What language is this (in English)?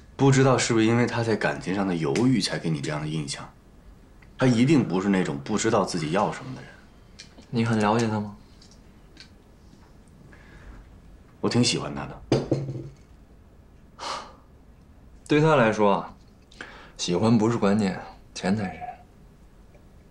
Chinese